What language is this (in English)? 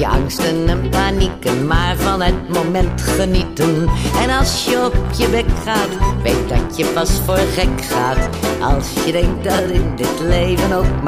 Dutch